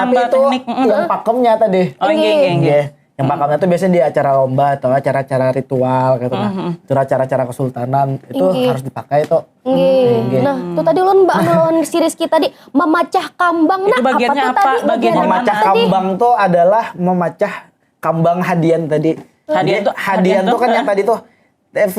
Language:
Banjar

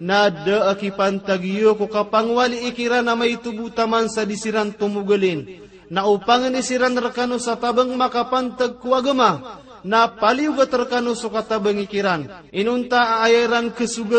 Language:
Maranao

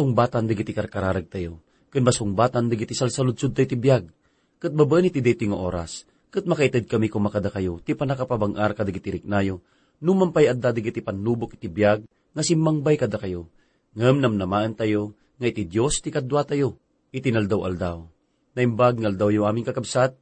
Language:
Iloko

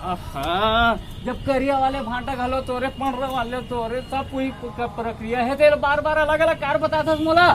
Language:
Chhattisgarhi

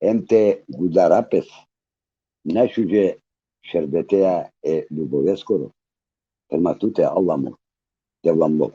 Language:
Balkan Romani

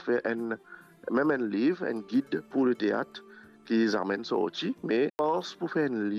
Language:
Morisyen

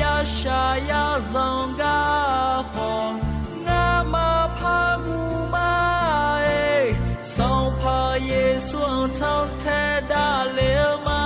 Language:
Akha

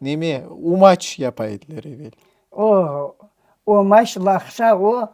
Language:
Crimean Tatar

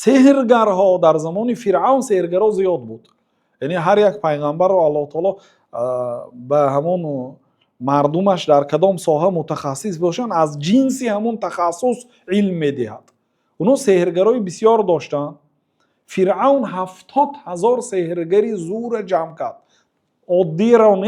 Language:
Tajik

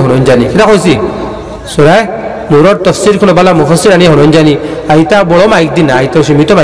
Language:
Sylheti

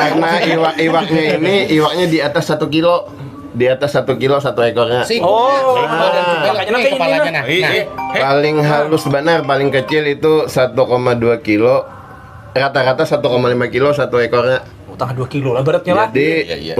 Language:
Banjar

